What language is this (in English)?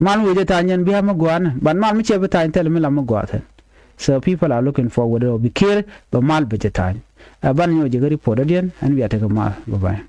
Nuer